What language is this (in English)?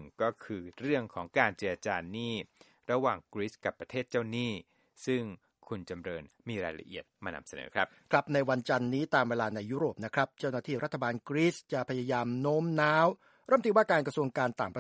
Thai